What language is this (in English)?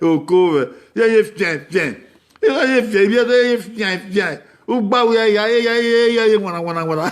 Bini